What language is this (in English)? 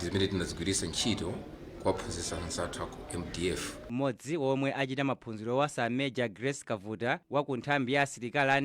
Nyanja